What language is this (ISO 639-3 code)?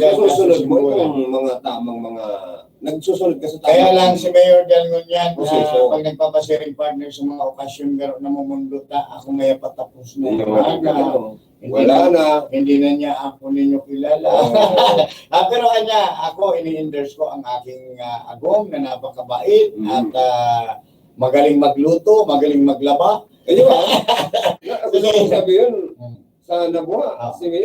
bik